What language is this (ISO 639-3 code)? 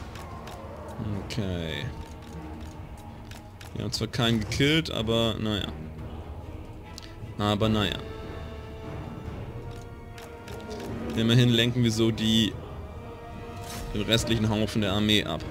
deu